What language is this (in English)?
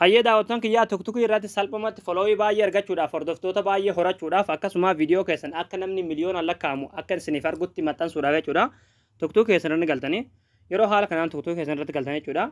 Oromo